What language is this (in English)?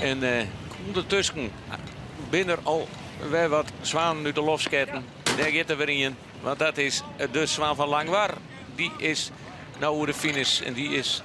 Western Frisian